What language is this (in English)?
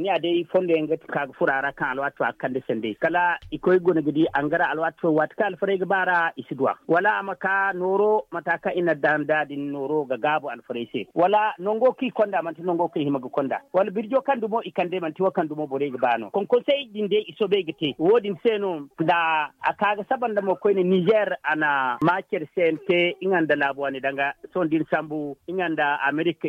Zarma